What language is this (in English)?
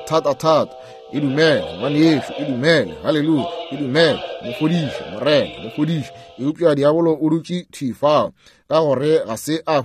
Northern Sotho